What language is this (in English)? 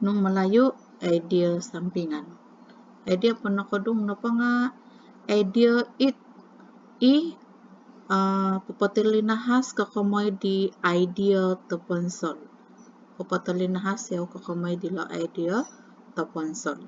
Central Dusun